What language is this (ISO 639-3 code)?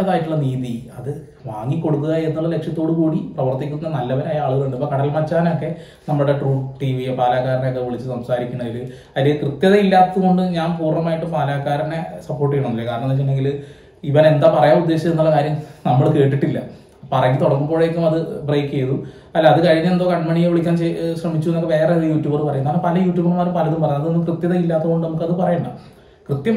mal